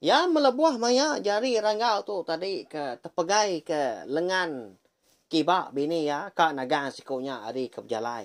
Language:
Iban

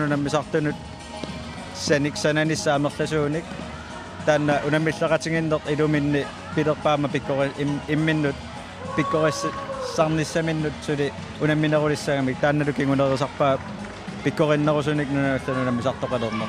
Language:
Kalaallisut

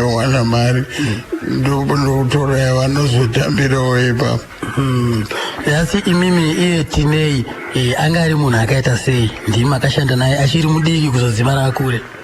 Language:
Shona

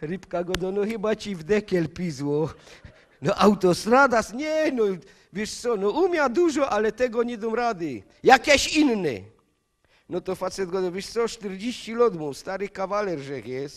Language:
Silesian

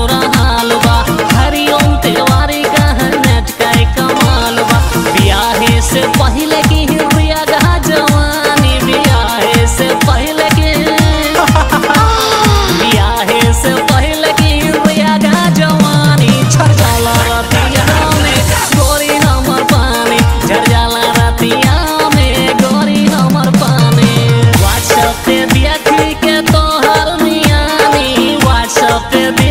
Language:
Bhojpuri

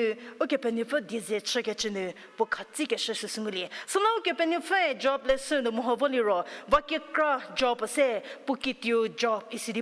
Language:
Angami Naga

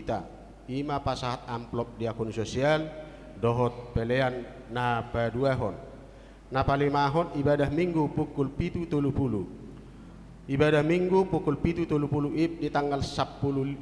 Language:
Batak Toba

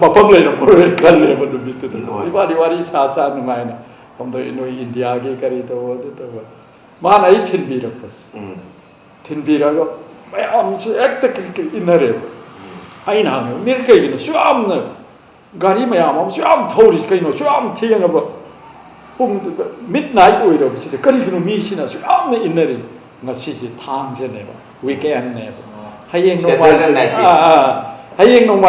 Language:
Manipuri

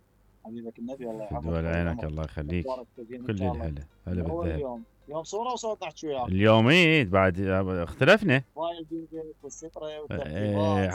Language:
Mesopotamian Arabic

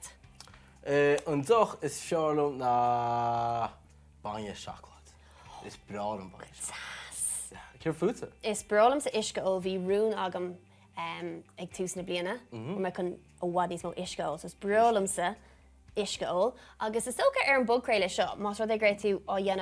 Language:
Irish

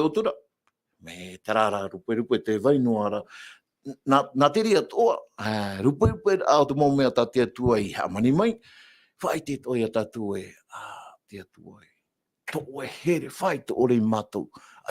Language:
Tahitian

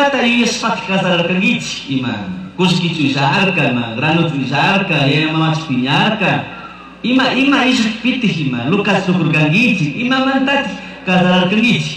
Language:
Chimborazo Highland Quichua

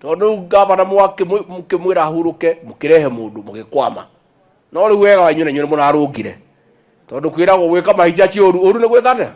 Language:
Kikuyu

